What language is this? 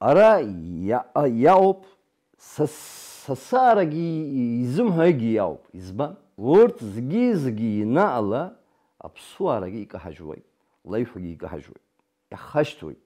Abkhazian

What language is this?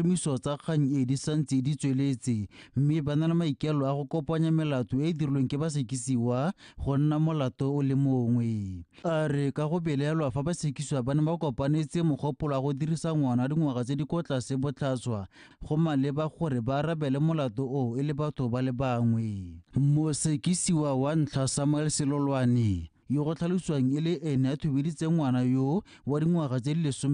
Tswana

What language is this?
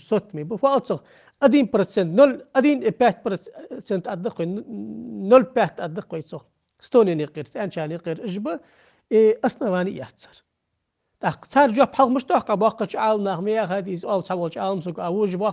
Ingush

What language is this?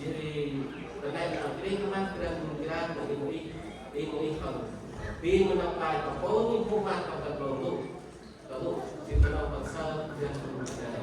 Central Mnong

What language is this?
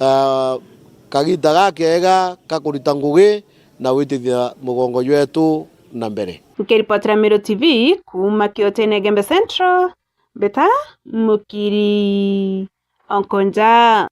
Meru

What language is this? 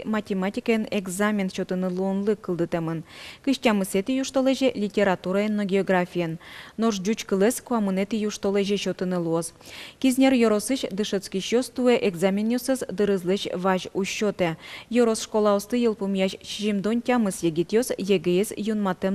Udmurt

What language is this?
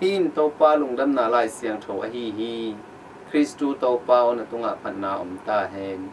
Tedim Chin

